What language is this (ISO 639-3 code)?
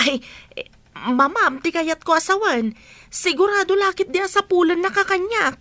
ilo